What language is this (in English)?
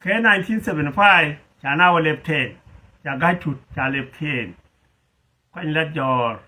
Nuer